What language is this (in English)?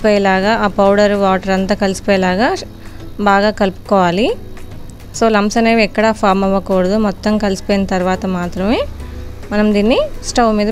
Telugu